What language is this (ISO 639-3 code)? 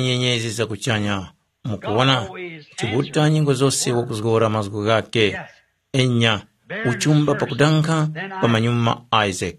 tum